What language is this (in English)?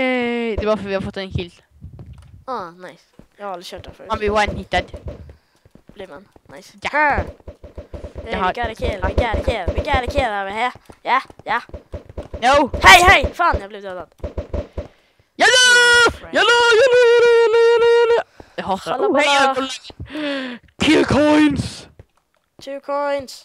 Swedish